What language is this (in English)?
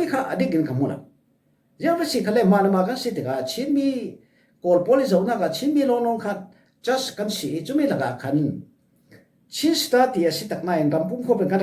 Falam Chin